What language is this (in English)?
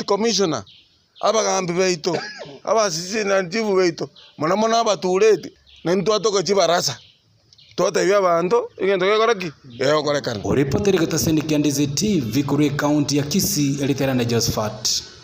Gusii